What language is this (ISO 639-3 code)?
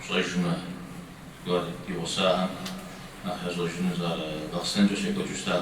kbd